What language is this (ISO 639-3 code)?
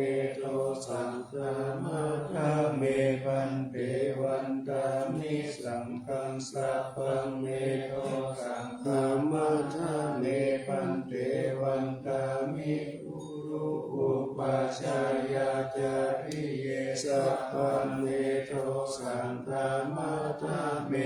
pli